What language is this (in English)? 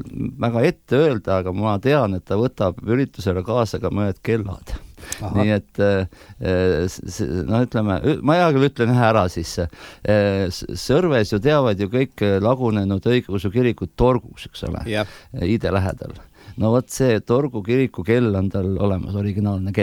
Estonian